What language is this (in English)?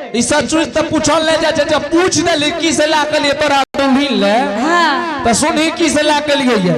Angika